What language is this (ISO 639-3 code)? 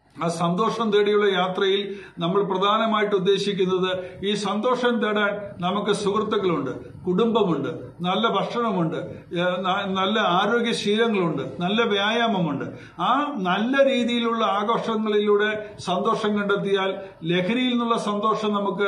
mal